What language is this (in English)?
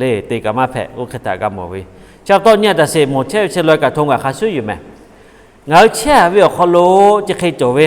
Lahu